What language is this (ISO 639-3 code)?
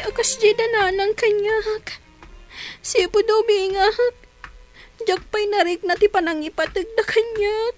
ilo